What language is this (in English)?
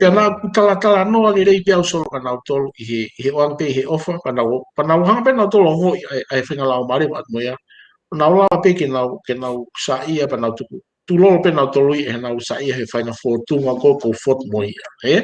Tongan